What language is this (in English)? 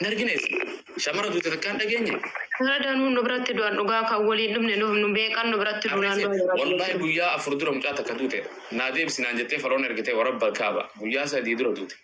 Oromo